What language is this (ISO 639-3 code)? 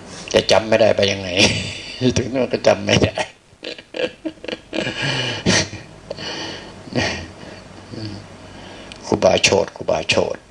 tha